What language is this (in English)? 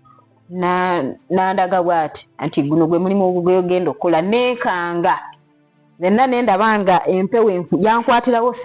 Ganda